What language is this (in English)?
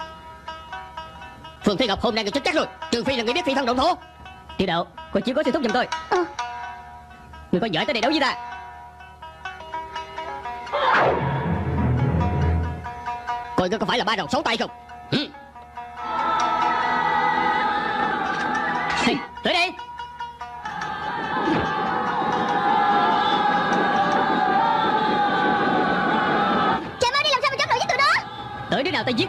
Vietnamese